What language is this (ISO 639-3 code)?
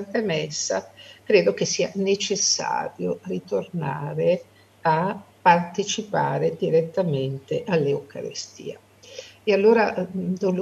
ita